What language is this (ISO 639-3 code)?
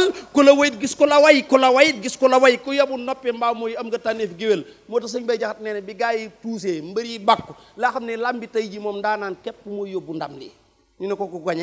wol